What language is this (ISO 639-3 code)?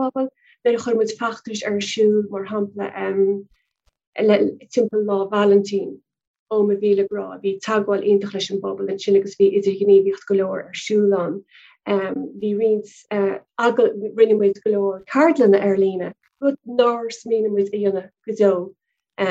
gle